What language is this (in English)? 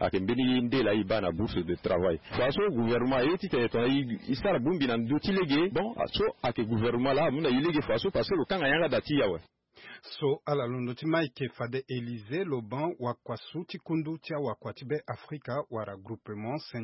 Sango